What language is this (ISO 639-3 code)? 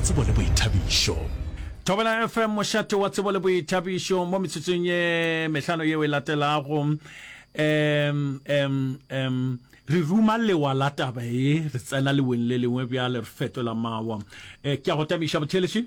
nso